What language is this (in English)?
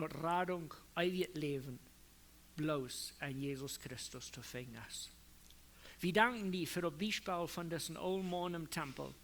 Plautdietsch